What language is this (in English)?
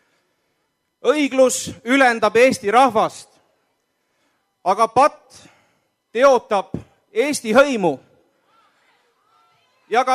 Estonian